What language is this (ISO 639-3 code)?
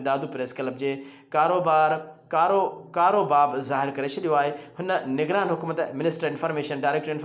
snd